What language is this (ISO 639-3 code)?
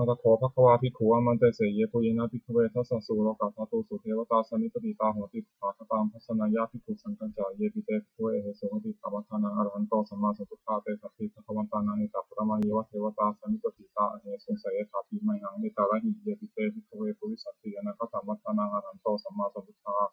pli